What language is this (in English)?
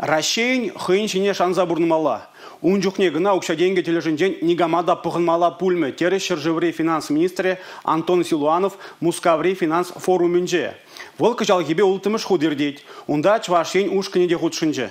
Chuvash